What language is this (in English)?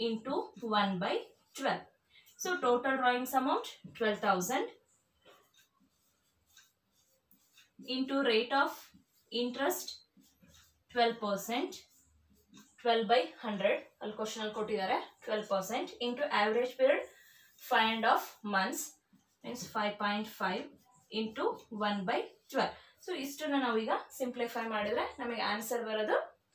Kannada